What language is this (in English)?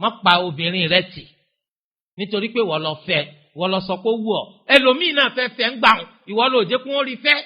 Yoruba